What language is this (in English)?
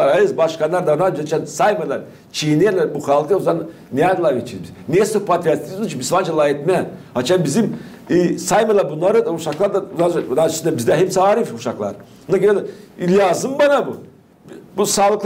Gagauz